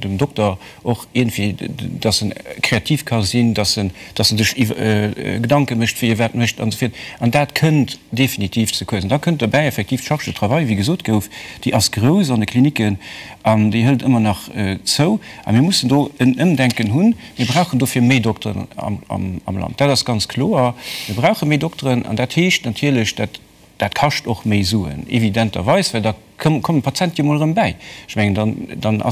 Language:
Luxembourgish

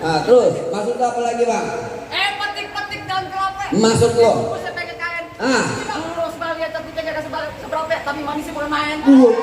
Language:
Betawi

